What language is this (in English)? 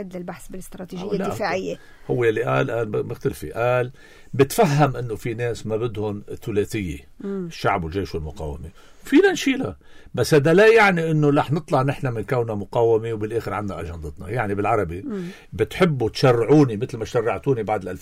North Levantine Arabic